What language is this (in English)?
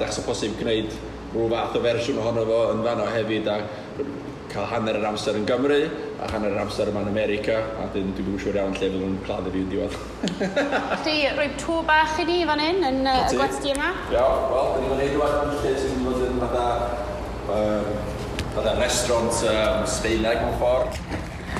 Welsh